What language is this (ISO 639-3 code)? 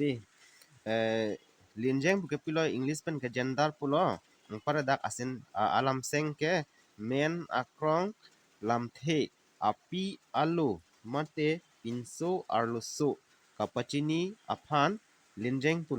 mjw